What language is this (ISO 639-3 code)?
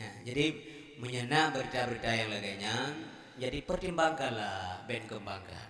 ace